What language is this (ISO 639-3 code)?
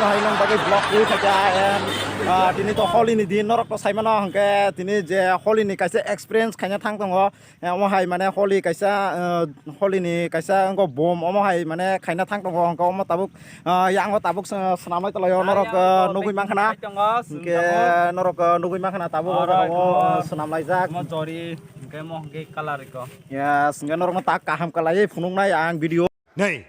trp